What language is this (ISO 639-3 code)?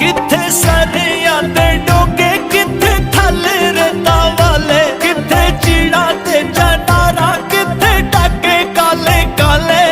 phr